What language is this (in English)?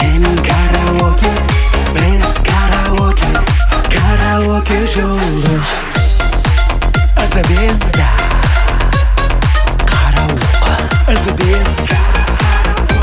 Kazakh